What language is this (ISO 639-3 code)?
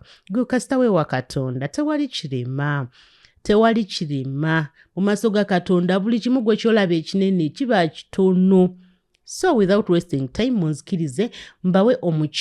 lug